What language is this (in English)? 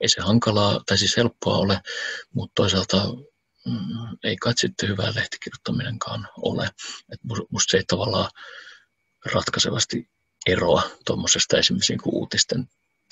Finnish